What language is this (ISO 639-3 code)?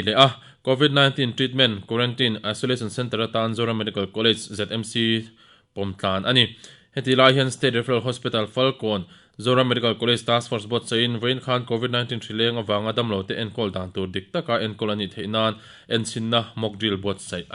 lus